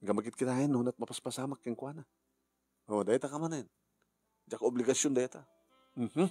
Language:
Iloko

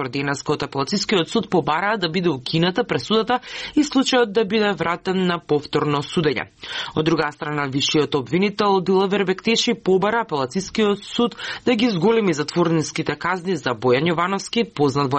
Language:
Macedonian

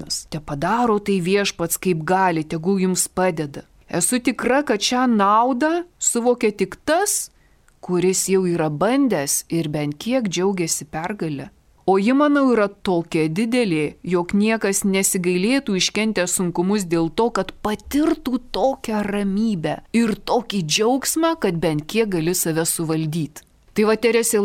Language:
Lithuanian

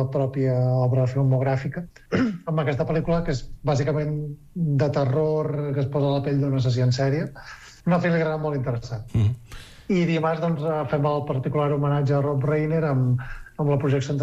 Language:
Catalan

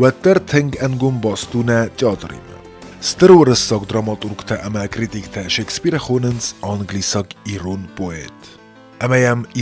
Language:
Ossetic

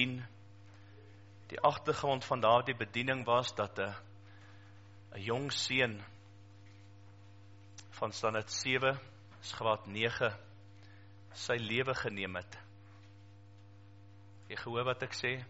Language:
Afrikaans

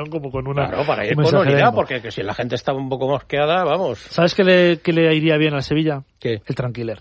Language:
Spanish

